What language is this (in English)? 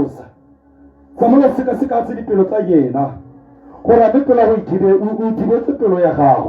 Tswana